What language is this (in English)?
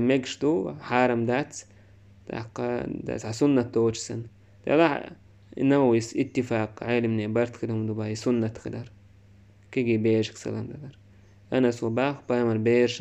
Chechen